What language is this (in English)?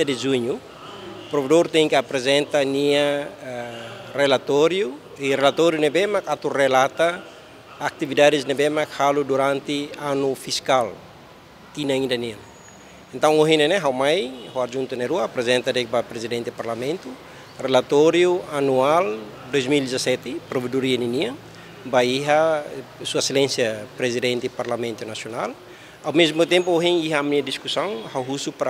Tetum